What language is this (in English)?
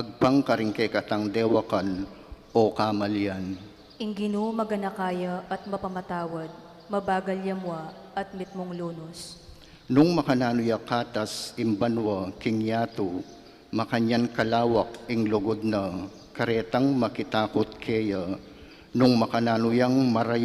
Pampanga